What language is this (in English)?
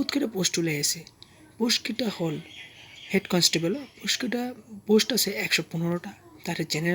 Assamese